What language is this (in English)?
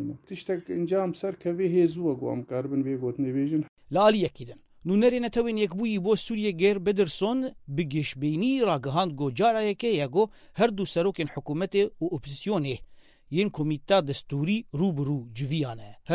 Kurdish